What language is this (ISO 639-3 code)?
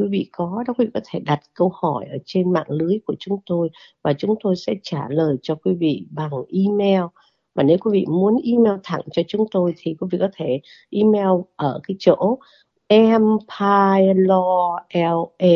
vie